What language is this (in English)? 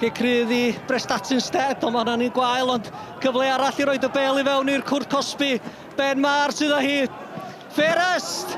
Welsh